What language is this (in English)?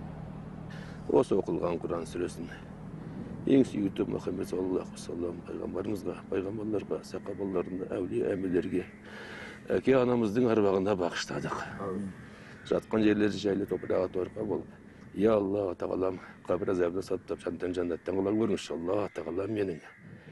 Kazakh